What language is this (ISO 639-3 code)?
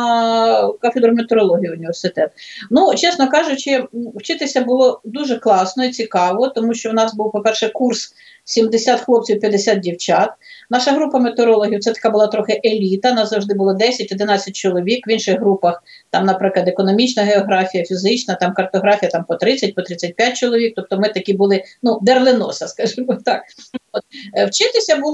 ukr